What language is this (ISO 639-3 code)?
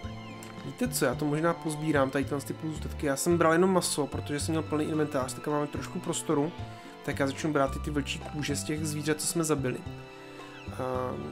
ces